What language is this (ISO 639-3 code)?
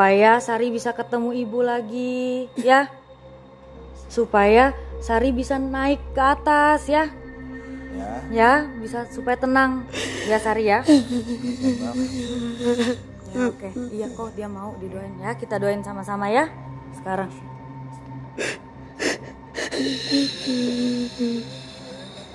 ind